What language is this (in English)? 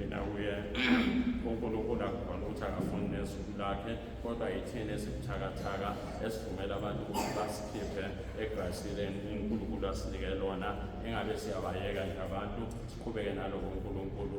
Zulu